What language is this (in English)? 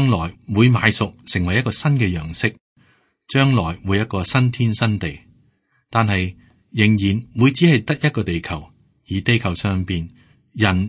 Cantonese